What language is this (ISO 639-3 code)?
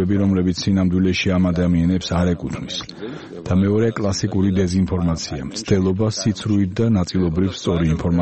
kat